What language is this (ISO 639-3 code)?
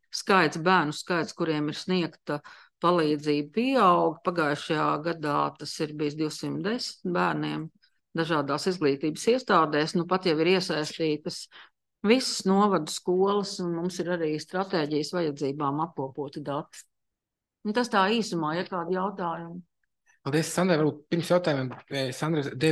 lav